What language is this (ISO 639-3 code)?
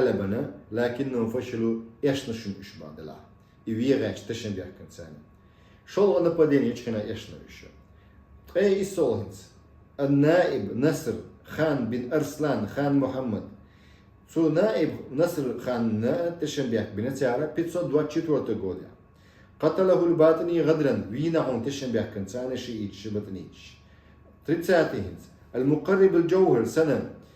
che